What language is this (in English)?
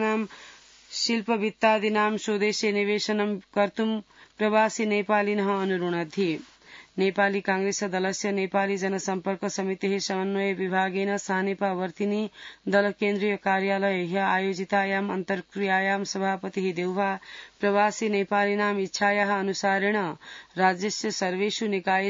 Sanskrit